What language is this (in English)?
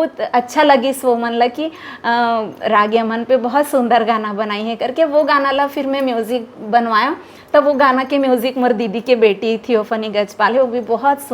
Chhattisgarhi